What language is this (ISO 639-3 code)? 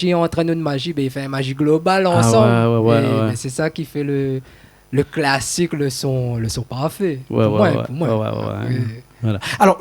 rcf